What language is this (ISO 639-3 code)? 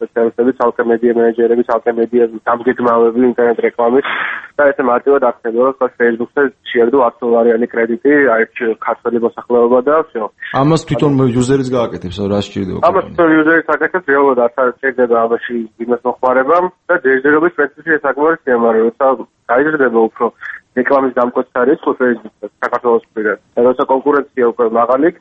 kat